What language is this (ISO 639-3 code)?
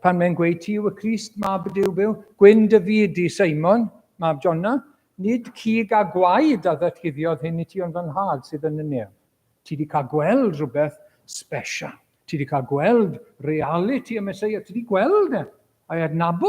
cym